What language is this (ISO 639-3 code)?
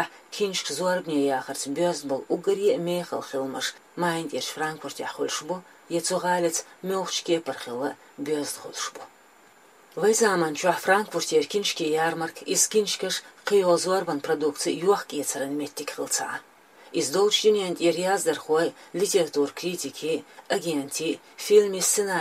che